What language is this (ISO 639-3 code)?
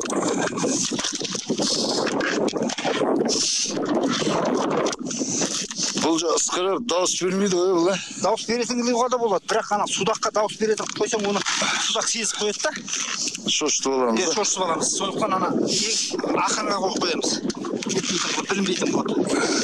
kaz